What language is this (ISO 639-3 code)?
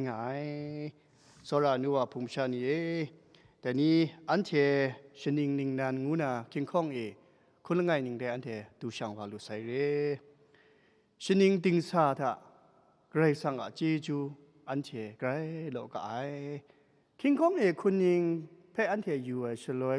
kac